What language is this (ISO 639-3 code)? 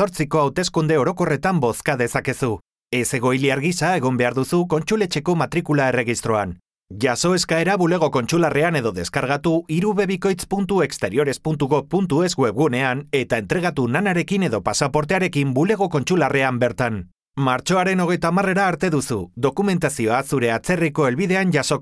eus